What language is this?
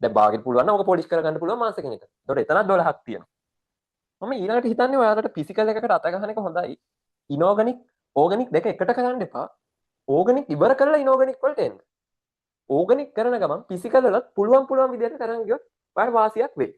Sinhala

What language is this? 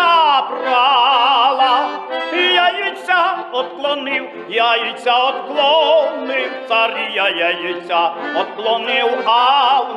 Rusyn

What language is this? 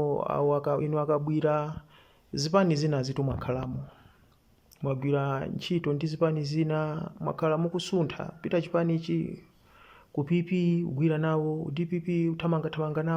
Nyanja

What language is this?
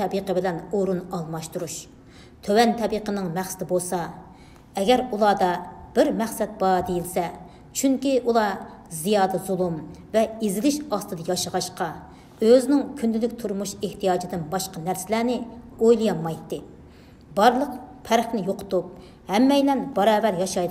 Uyghur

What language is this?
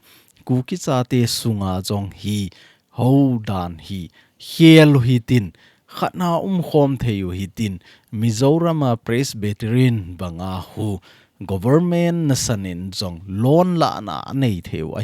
Thado Chin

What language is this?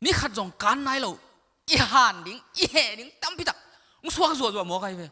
Tedim Chin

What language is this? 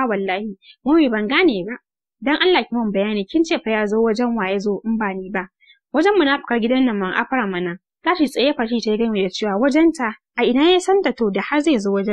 Hausa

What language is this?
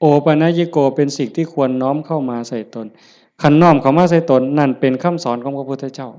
Lao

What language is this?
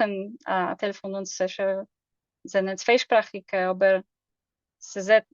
Yiddish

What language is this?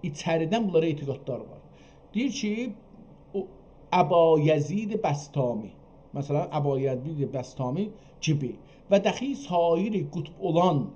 South Azerbaijani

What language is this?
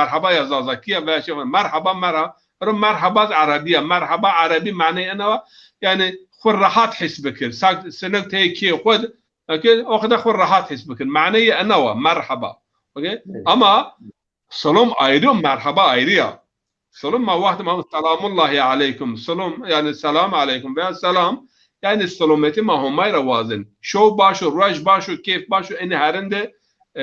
Zaza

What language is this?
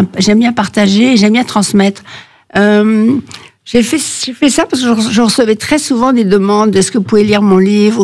French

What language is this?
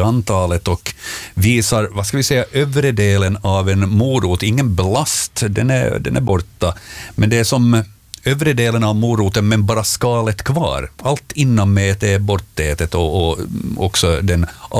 Swedish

